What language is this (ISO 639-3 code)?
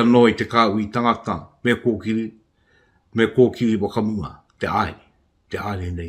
mri